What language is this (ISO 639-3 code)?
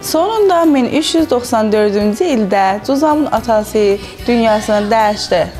azb